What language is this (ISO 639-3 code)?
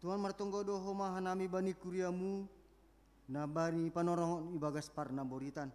bts